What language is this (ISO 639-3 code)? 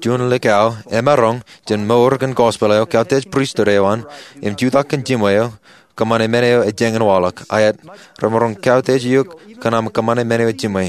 mah